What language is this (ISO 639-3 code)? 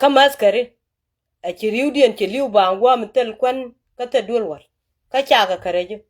nus